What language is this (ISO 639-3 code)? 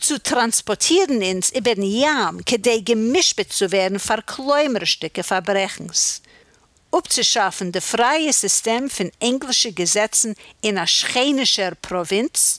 yid